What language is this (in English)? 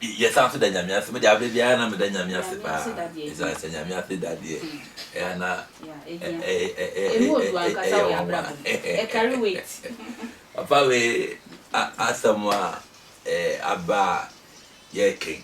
Akan